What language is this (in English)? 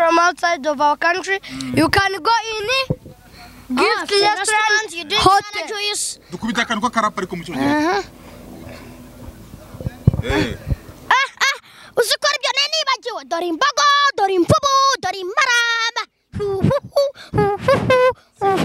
Kinyarwanda